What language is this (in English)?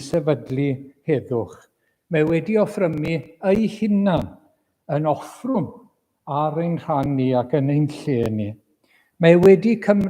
Welsh